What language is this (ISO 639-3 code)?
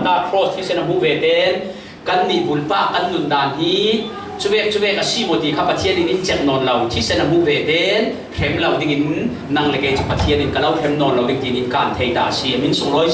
cfm